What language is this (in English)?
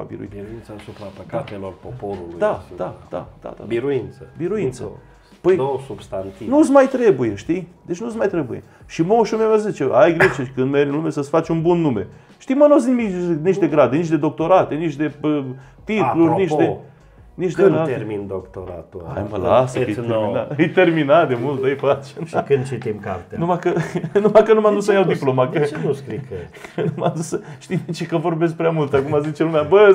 Romanian